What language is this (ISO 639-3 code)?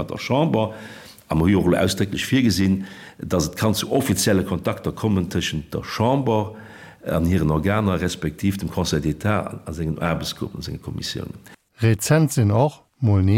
ltz